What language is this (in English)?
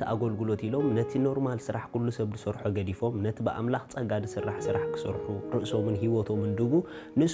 Tigrinya